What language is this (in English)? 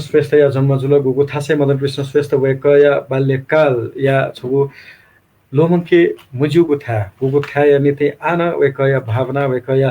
Newari